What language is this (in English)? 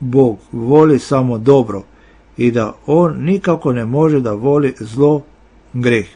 Serbian